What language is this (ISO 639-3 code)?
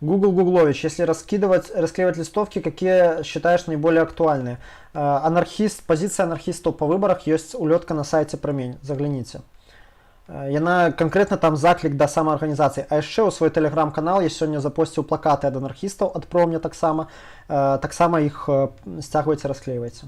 bel